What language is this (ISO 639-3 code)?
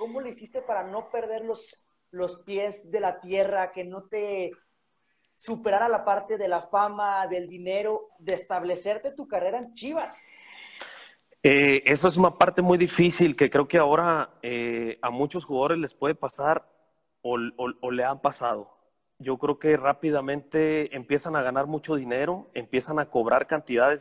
spa